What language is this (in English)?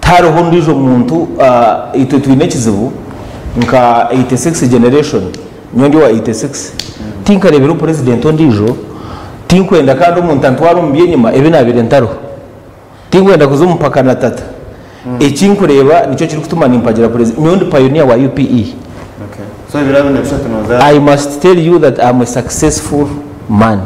Nyankole